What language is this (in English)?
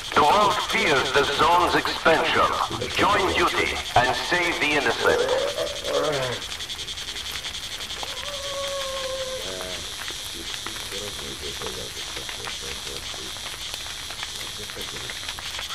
Russian